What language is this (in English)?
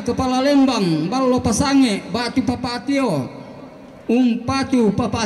Toraja-Sa'dan